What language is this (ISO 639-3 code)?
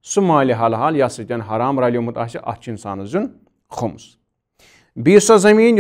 kas